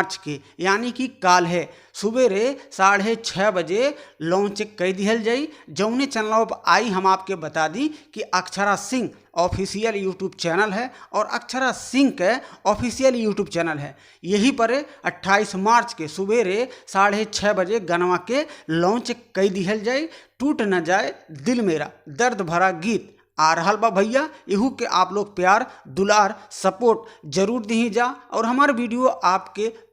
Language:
Bhojpuri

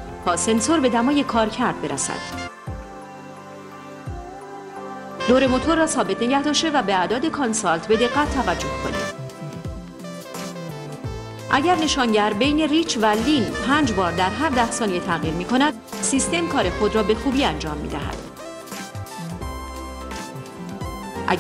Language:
Persian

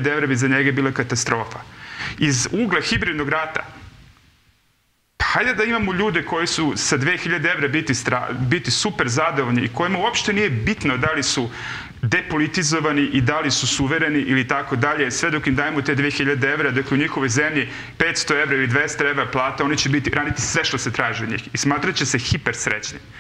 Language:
Serbian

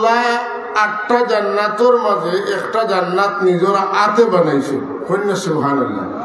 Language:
Sylheti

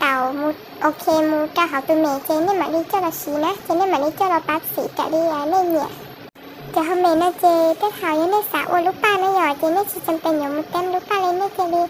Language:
Hmong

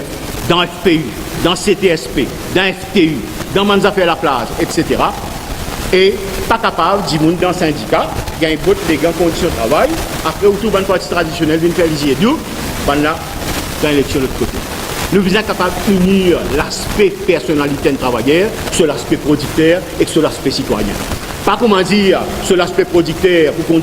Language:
Morisyen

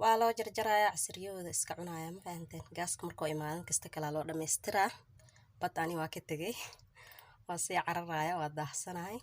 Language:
Somali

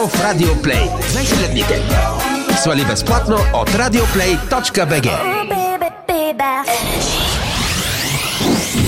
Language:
Bulgarian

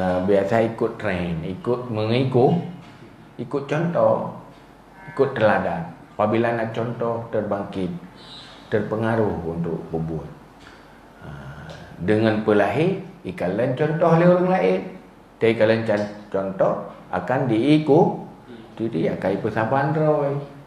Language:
Achinese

